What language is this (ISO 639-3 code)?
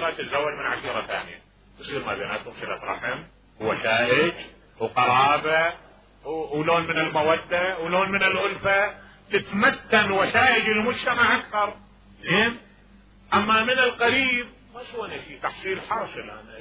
acm